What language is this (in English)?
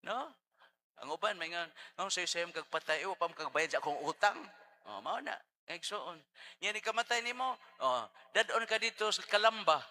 Cebuano